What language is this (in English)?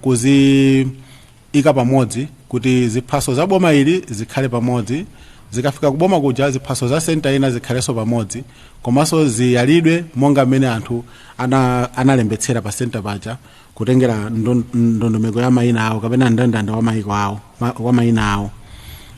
Nyanja